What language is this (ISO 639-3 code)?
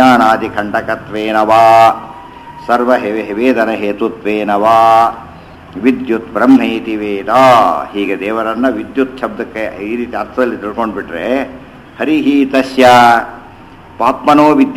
kan